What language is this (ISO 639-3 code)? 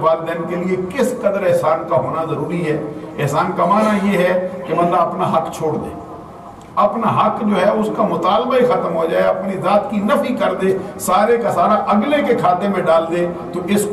urd